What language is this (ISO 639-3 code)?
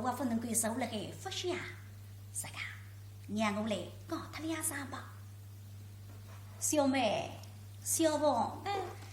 wuu